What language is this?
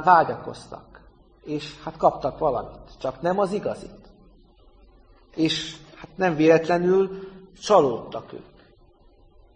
Hungarian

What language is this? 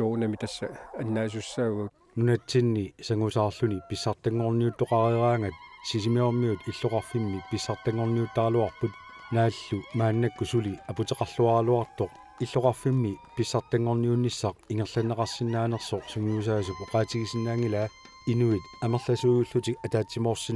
Kalaallisut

